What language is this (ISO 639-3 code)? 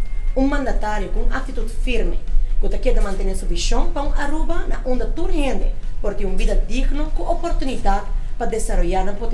pap